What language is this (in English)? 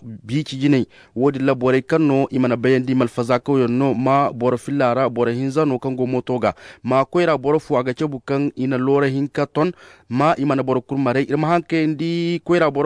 Zarma